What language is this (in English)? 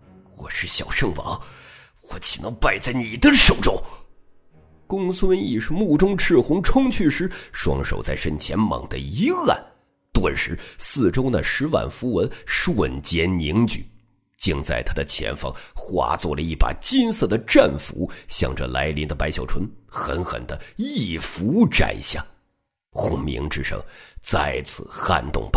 Chinese